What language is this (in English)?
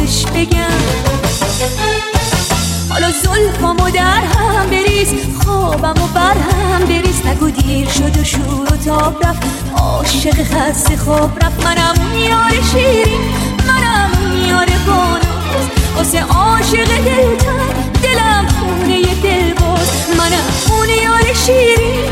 Persian